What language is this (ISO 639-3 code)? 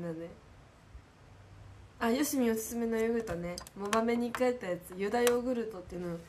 jpn